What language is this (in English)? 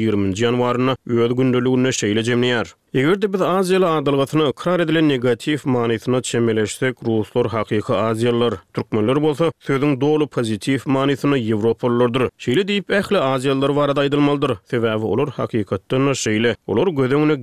Turkmen